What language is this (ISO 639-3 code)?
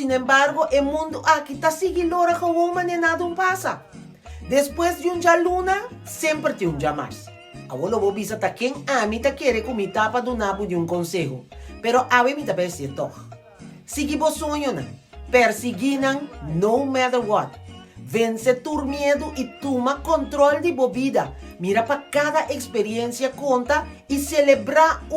pap